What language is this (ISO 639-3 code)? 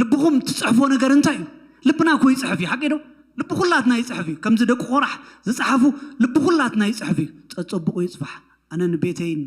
tir